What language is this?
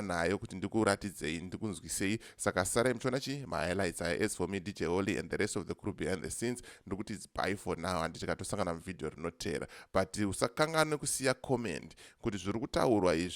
Shona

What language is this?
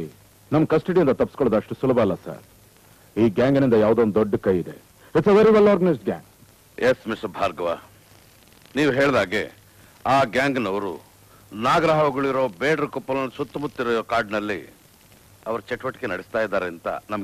Kannada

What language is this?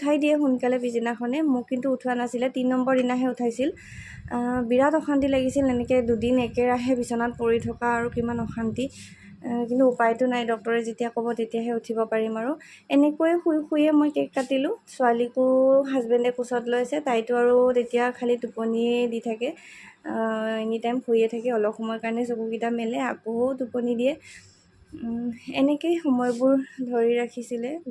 Assamese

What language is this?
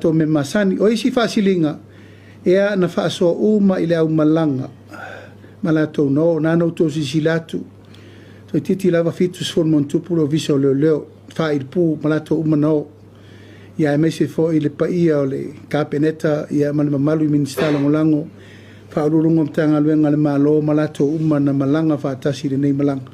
Samoan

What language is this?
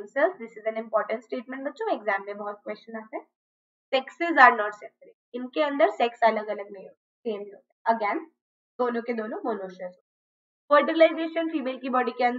Hindi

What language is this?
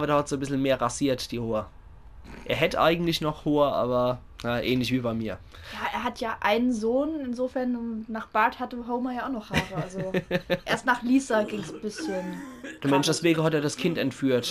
Palatine German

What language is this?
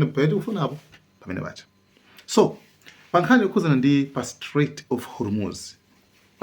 Nyanja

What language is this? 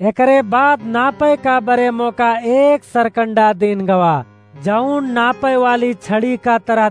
Awadhi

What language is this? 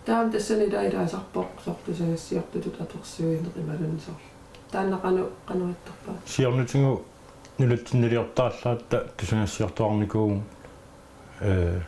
Kalaallisut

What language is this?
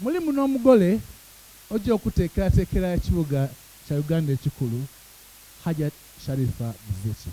Soga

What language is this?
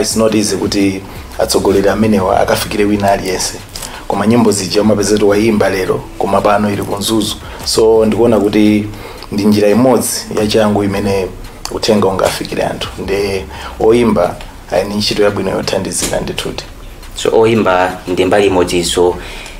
Nyanja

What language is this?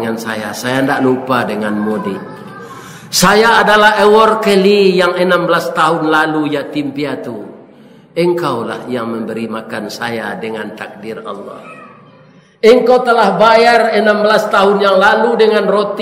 Minangkabau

